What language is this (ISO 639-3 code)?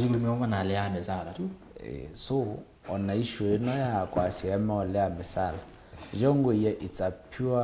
kam